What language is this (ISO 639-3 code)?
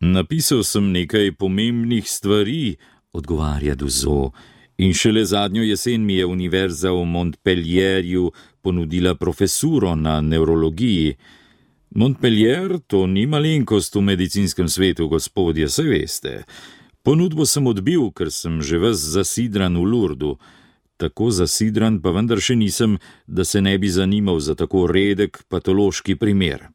slv